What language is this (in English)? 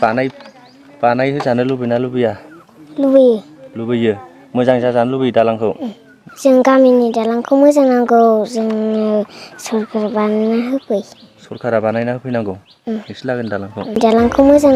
Bodo